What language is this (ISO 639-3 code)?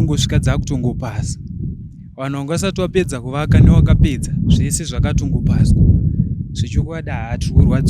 sna